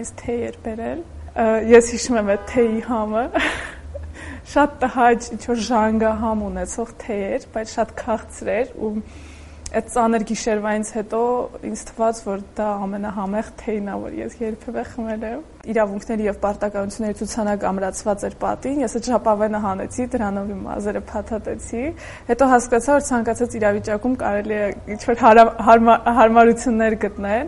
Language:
Armenian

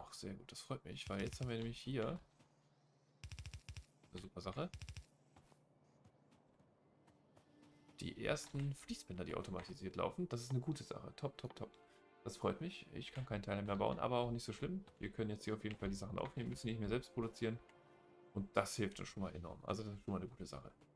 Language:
German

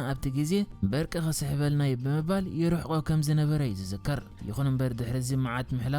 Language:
Tigrinya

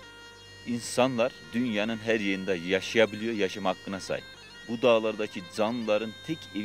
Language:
Turkish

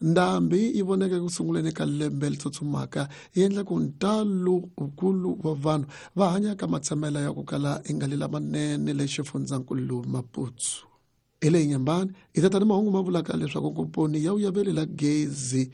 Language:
Tsonga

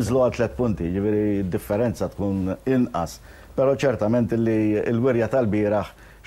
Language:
Maltese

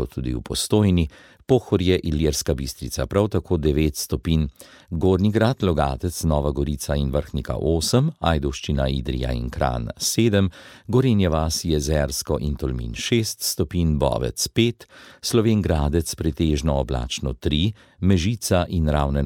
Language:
Slovenian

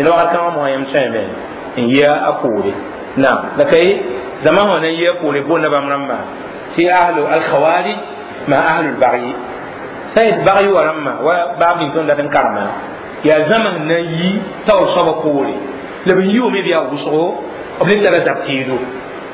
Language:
Mossi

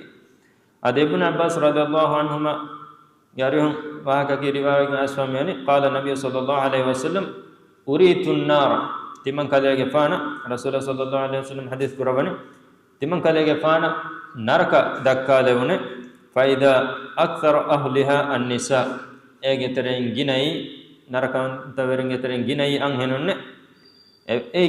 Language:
Divehi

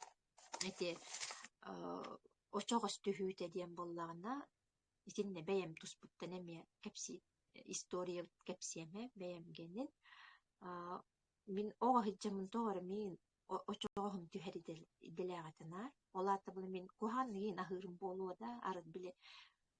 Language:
Yakut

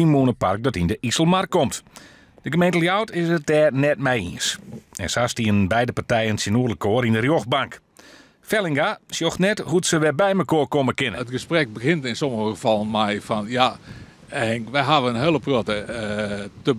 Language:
Western Frisian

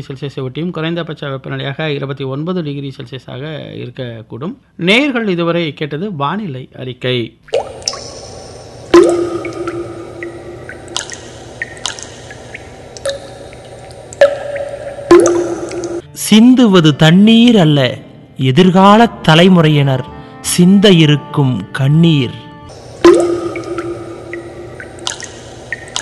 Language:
Tamil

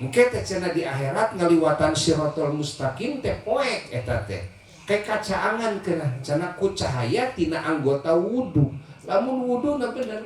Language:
Sundanese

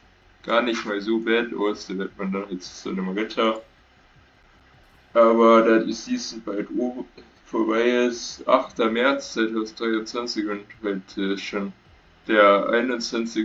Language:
German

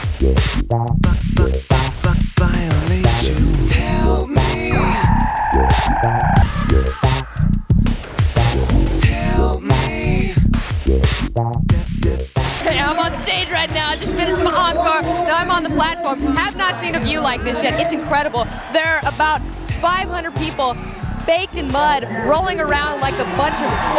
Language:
English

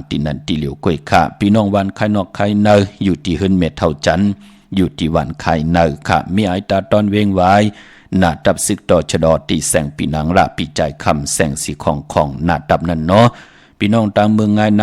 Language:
Shan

